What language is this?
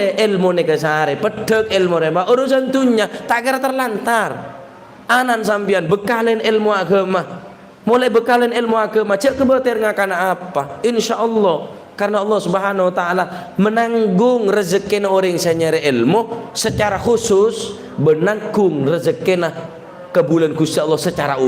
Madurese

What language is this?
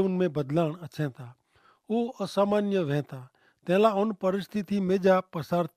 Kachhi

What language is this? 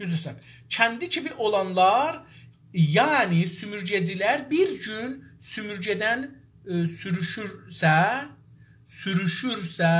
South Azerbaijani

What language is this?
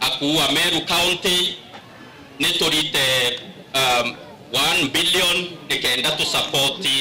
Meru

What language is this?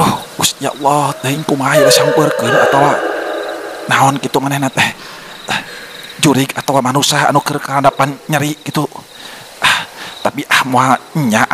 Sundanese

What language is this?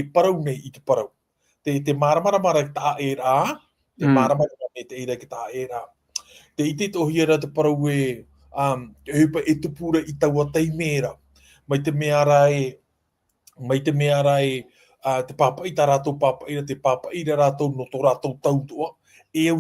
Tahitian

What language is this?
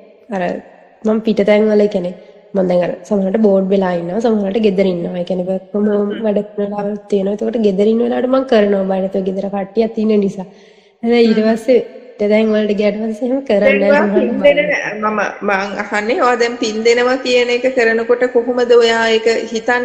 Sinhala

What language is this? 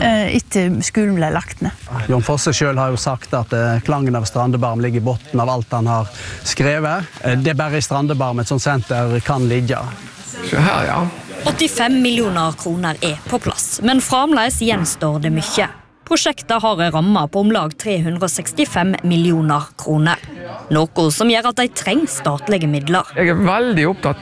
Norwegian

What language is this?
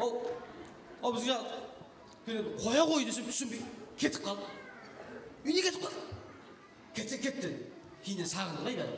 Kara-Kalpak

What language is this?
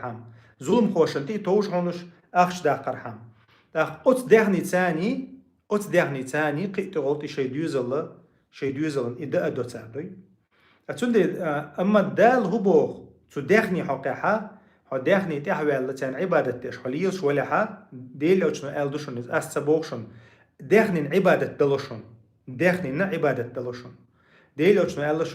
Chechen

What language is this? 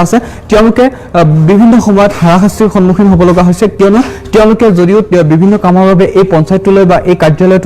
Assamese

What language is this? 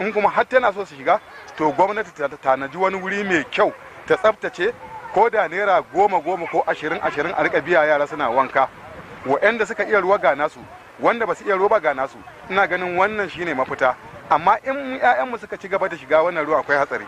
Hausa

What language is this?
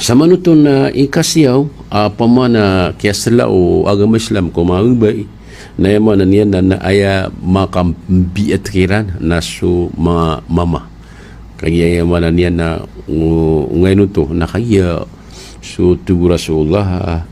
Maranao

